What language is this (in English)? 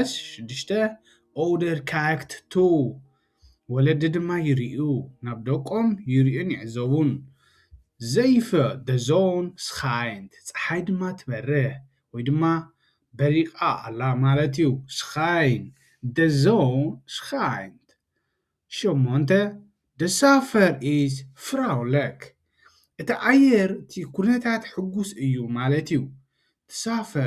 Tigrinya